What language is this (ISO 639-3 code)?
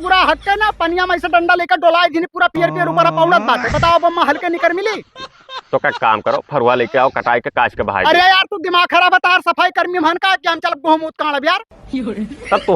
awa